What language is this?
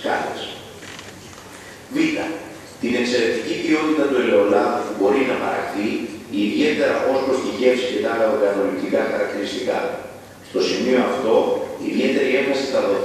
Greek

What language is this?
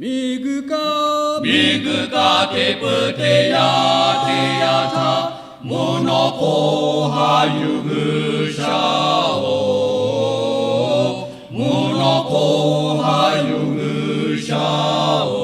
Lahu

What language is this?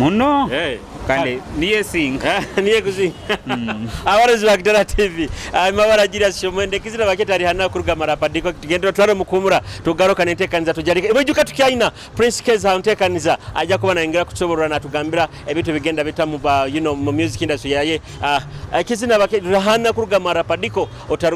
Nyoro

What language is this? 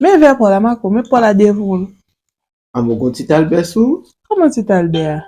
Haitian Creole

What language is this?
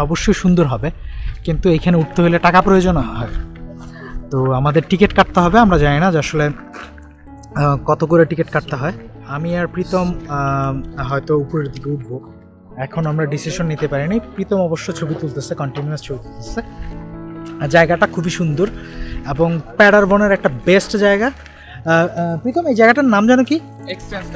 Bangla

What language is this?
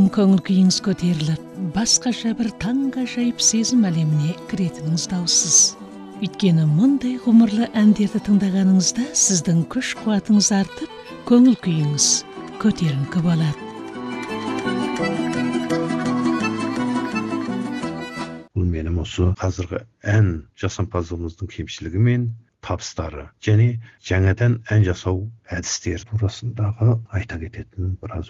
Kazakh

